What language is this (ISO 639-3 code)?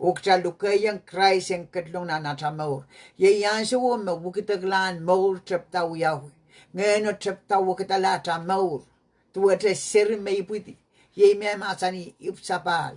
pon